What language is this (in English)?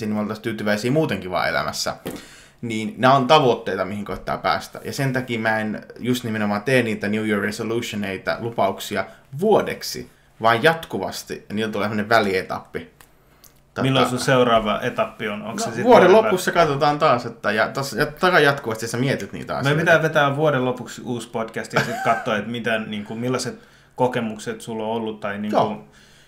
Finnish